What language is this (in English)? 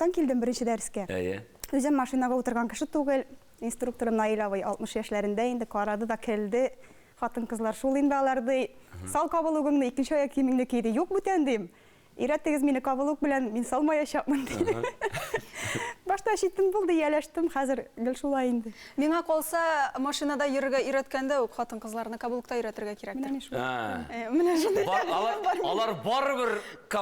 Tatar